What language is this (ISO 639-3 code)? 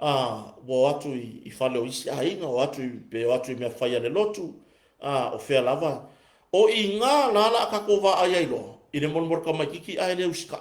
smo